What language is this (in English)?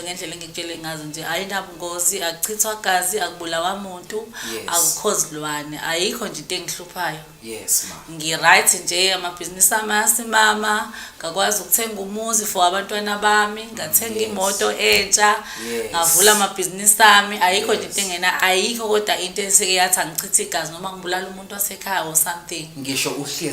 Zulu